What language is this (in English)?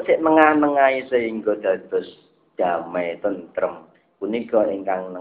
Javanese